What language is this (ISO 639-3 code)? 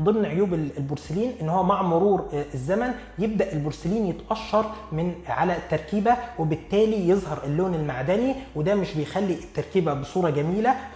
arz